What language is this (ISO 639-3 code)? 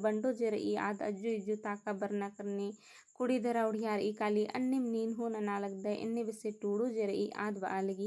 kru